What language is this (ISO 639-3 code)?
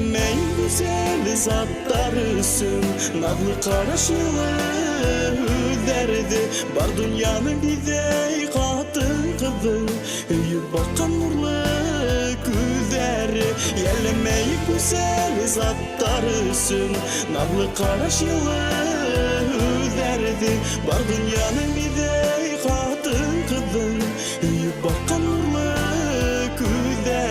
bak